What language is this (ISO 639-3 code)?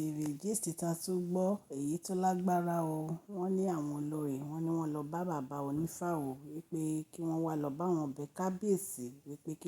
yor